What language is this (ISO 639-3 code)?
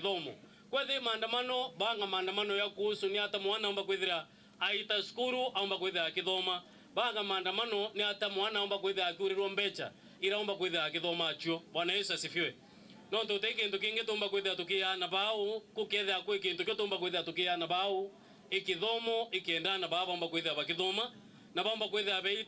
mer